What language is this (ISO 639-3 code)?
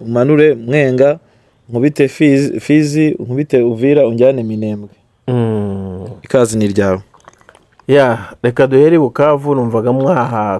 kin